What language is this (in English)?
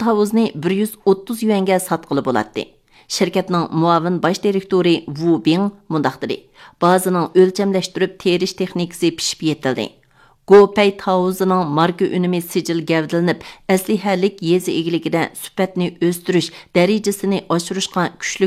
Uyghur